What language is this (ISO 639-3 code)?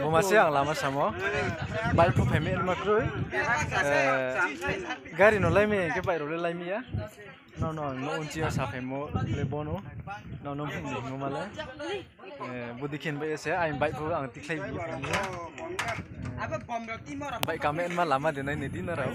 ria